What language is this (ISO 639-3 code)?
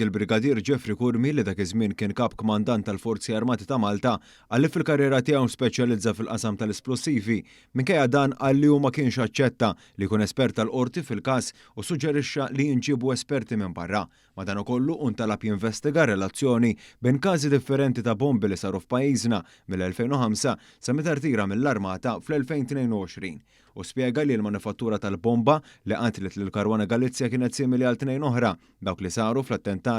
mlt